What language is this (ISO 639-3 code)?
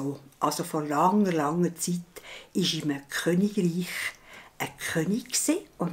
gsw